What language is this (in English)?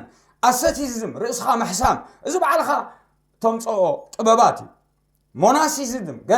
Tigrinya